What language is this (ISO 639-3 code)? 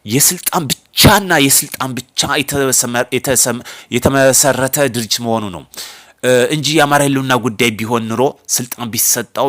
amh